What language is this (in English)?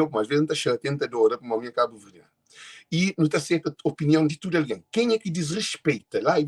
Kabuverdianu